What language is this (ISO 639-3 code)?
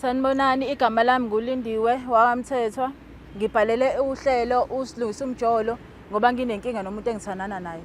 zul